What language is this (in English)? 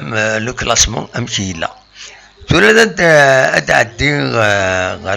Kabyle